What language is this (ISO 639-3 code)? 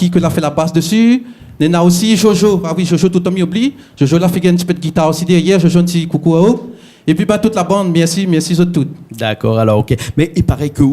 rcf